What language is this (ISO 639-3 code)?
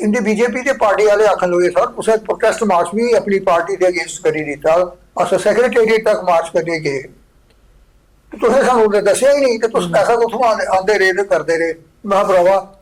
doi